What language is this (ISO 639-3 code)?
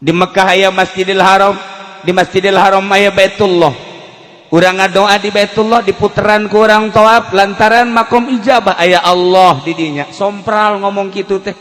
sun